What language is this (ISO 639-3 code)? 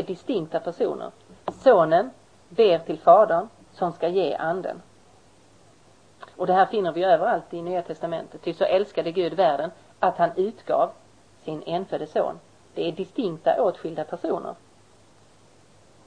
swe